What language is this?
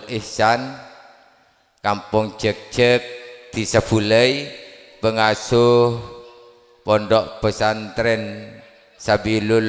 Madurese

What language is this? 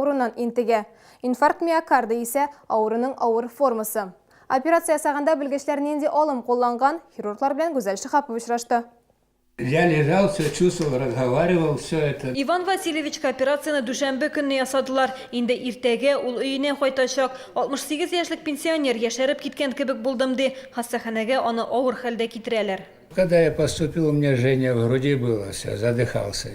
Tatar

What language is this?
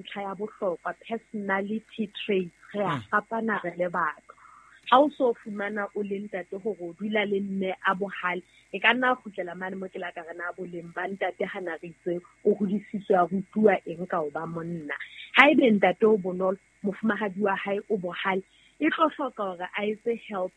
Southern Sotho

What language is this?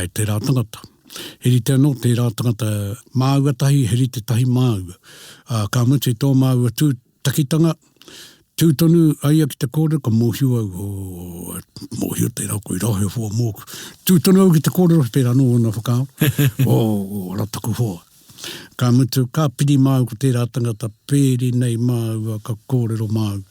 Māori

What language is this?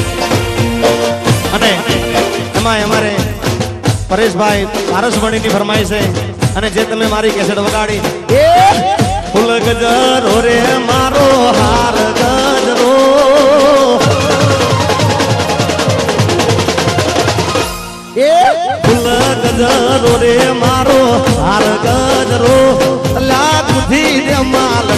Gujarati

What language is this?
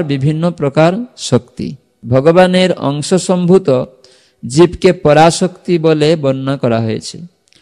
Bangla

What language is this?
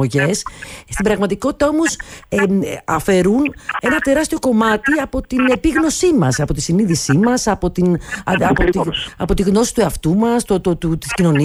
Greek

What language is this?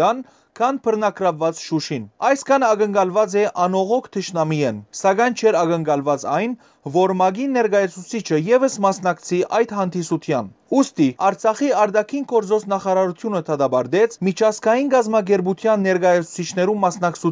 Western Armenian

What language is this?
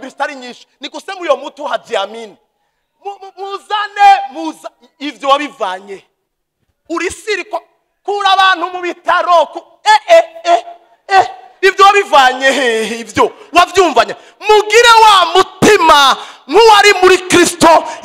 Rundi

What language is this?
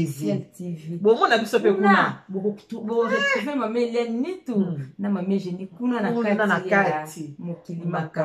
Lingala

